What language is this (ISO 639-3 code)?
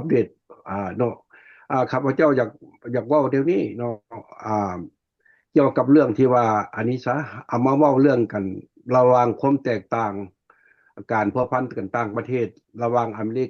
lao